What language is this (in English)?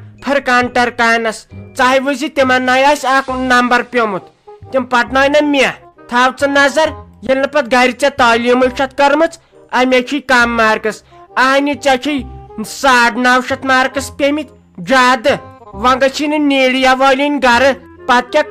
Kashmiri